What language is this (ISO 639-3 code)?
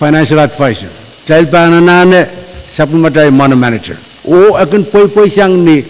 pon